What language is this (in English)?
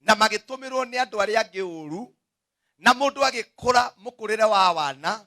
Kikuyu